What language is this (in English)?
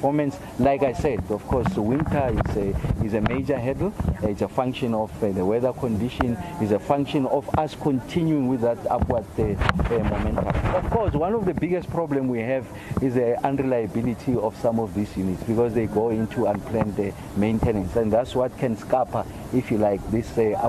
English